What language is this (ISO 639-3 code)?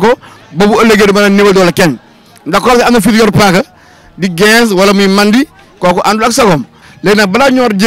wol